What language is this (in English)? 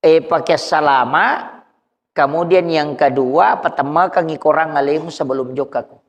Buginese